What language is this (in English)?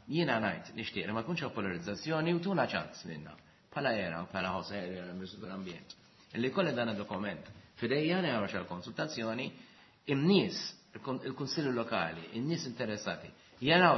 Maltese